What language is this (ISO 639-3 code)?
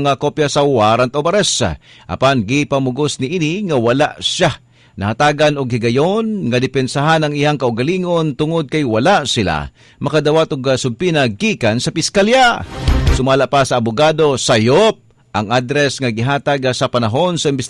ceb